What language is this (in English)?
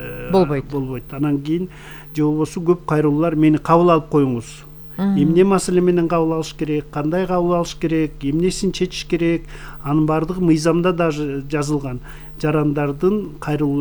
Kyrgyz